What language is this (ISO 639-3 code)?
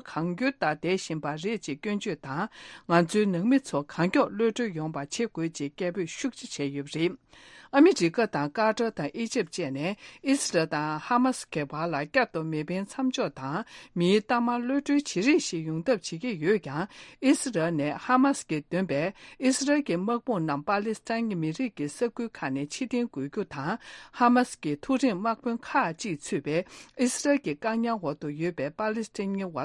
bod